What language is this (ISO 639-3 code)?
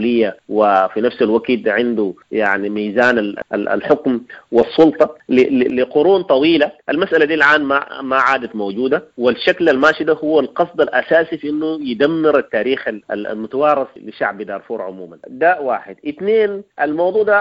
apd